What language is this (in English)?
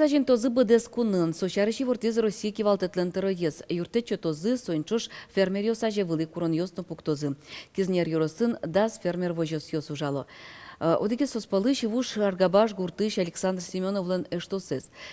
Udmurt